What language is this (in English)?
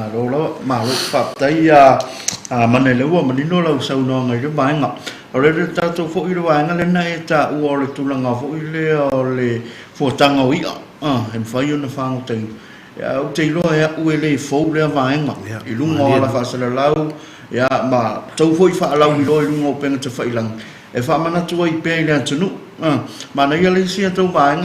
Samoan